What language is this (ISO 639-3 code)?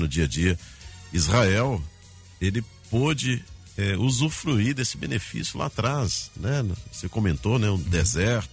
por